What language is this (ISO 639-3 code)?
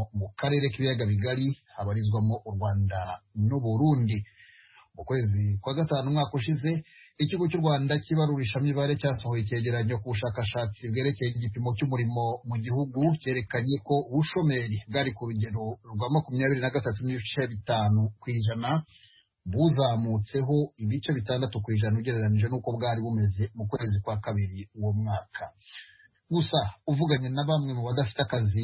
kin